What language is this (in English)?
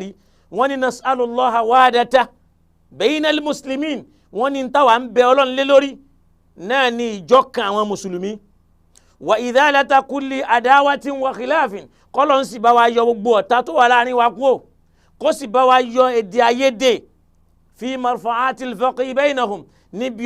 Yoruba